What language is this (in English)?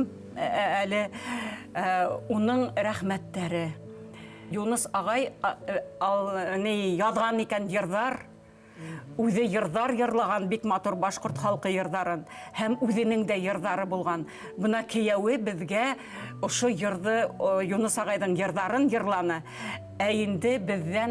Bashkir